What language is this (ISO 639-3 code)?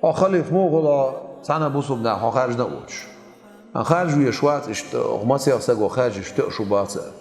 che